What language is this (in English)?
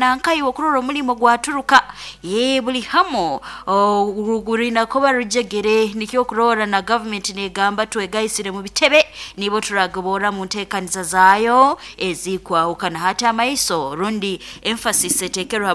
Nyoro